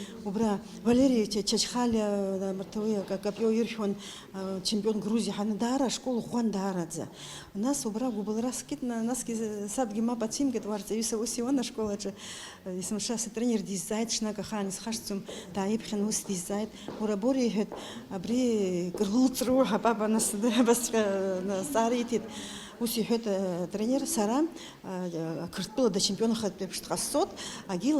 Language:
Abkhazian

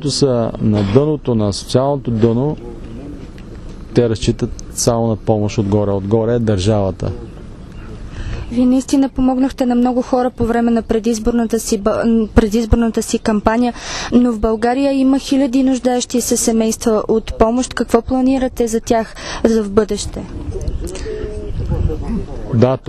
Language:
Bulgarian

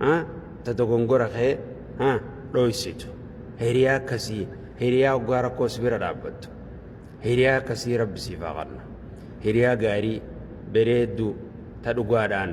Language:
Oromo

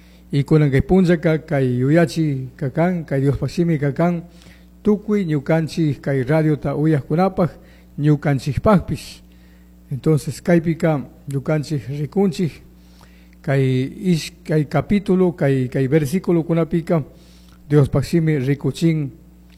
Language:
Chimborazo Highland Quichua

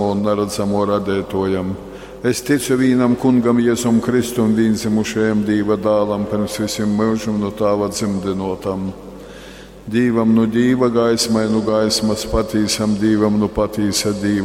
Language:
Latgalian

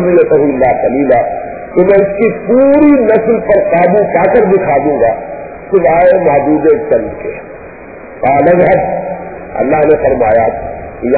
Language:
Urdu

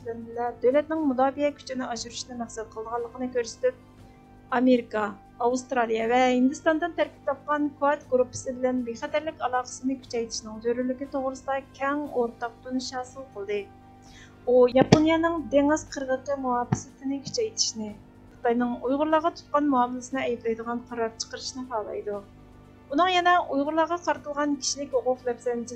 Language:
Uyghur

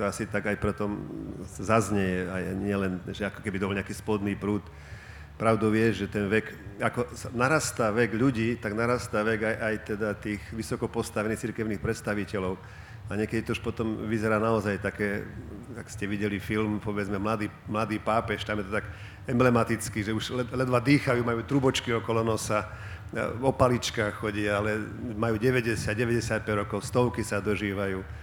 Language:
Slovak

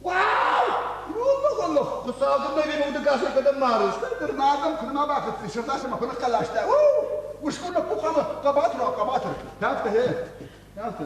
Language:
Ossetic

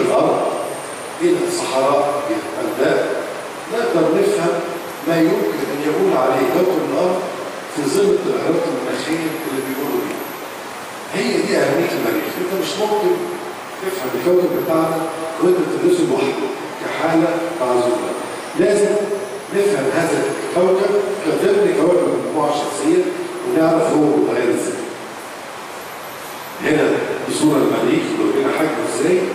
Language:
Egyptian Arabic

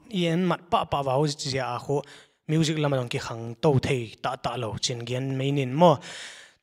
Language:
Paite Chin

